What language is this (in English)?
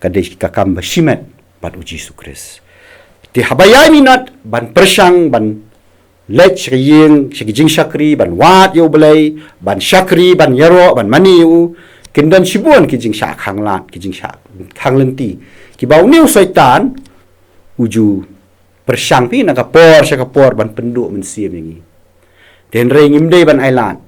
Khasi